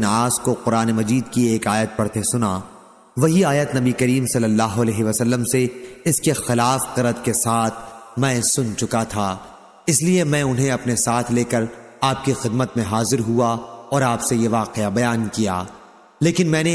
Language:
Urdu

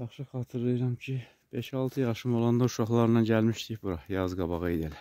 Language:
Azerbaijani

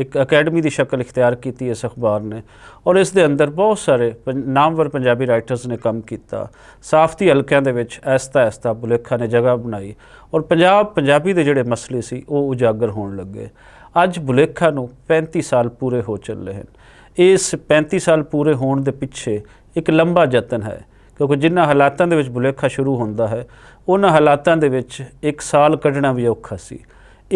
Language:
Western Panjabi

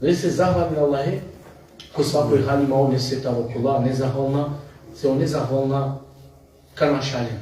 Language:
Balkan Romani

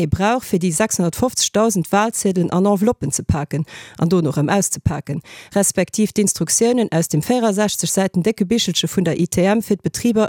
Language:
Luxembourgish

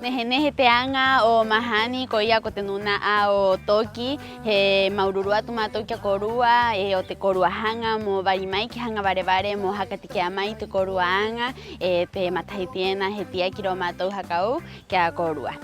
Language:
Rapanui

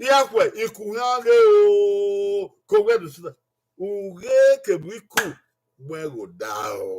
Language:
Bini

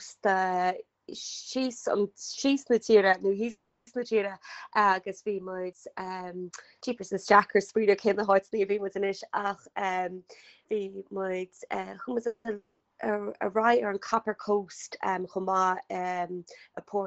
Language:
Irish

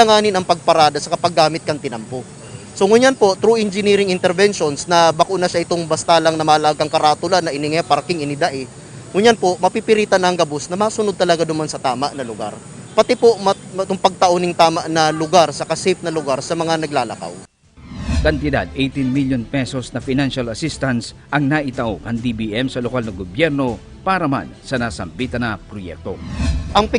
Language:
Bikol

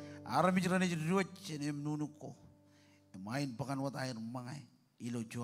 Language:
Marshallese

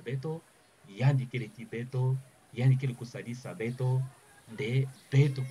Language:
Kituba (Democratic Republic of Congo)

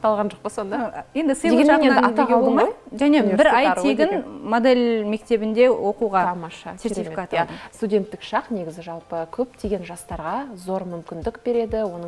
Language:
Kazakh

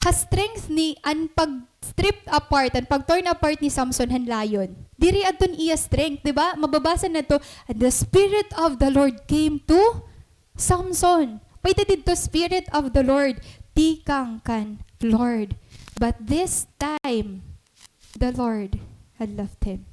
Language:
Waray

